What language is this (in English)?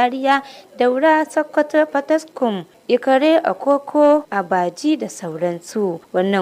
Hausa